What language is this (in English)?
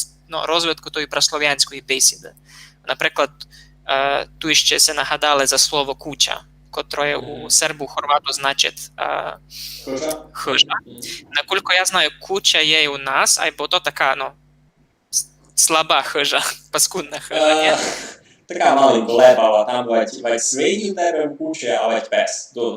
Rusyn